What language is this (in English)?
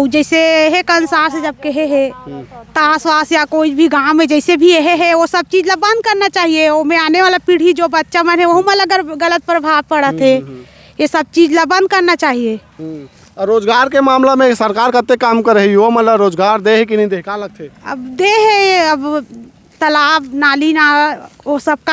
Chhattisgarhi